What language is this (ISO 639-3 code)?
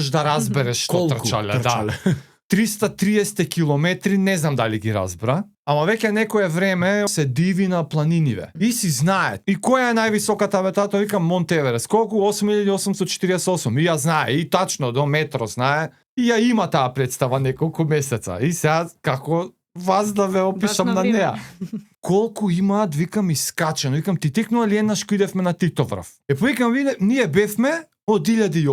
mkd